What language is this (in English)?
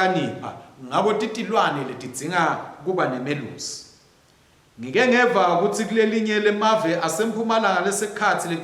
Swati